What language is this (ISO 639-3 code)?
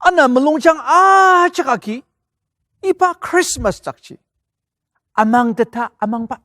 njo